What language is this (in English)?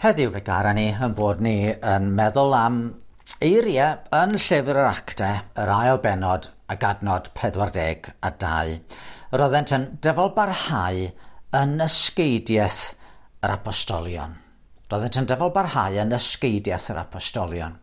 Welsh